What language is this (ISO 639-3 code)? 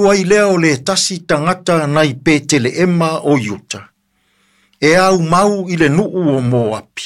smo